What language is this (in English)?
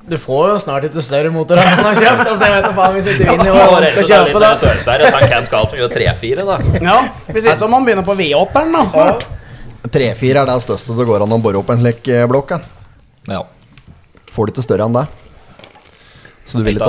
Norwegian